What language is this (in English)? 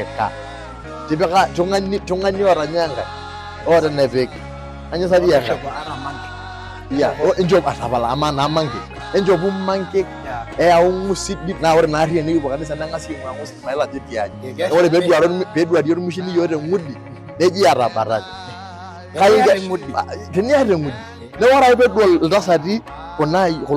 Masai